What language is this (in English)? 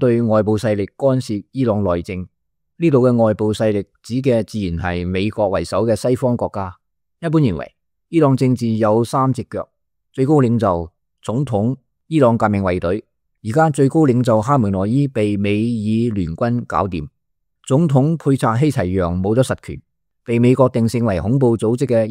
Cantonese